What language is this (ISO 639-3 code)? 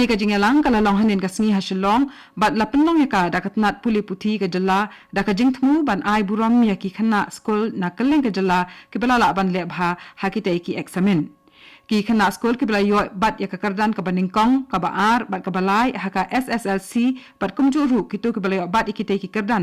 kha